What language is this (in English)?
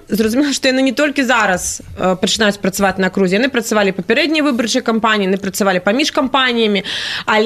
Belarusian